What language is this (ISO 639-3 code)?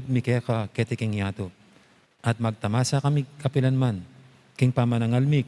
pam